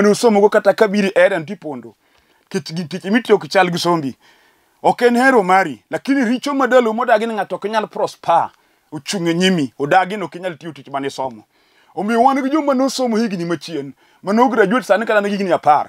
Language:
Luo (Kenya and Tanzania)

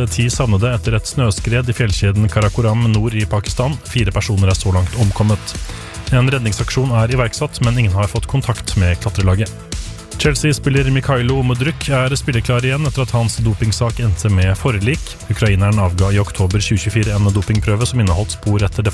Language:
Norwegian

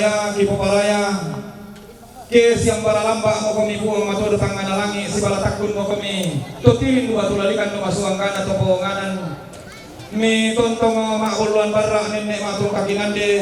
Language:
Toraja-Sa'dan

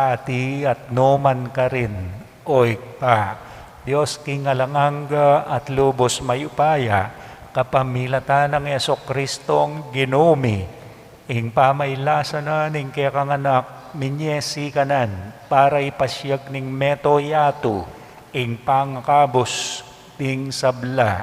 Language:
Pampanga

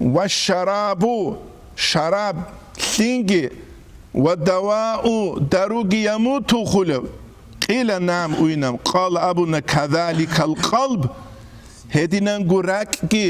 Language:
Avaric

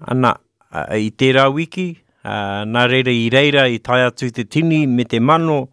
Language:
Māori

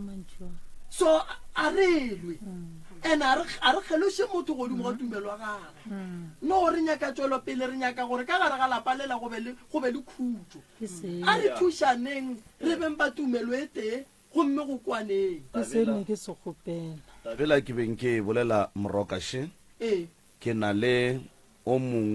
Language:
Northern Sotho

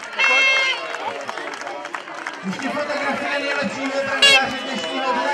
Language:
Czech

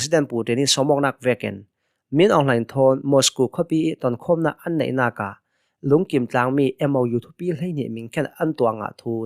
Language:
Hakha Chin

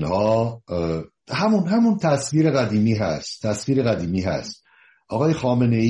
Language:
Persian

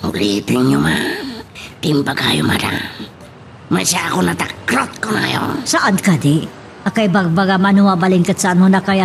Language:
Iloko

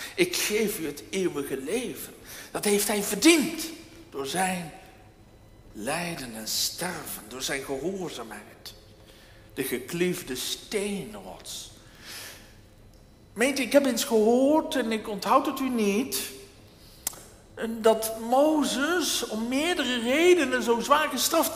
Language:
Dutch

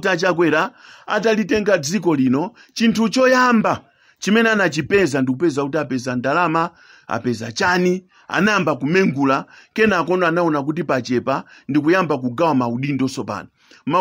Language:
Nyanja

